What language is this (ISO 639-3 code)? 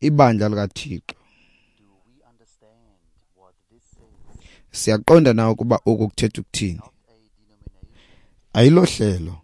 xho